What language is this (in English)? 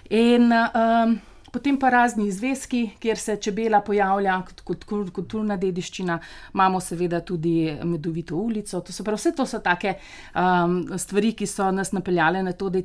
Slovenian